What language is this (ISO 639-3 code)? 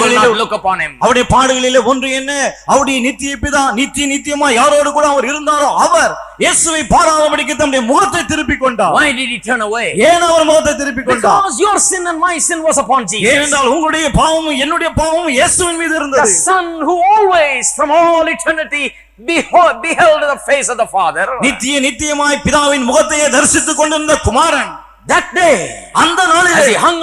tam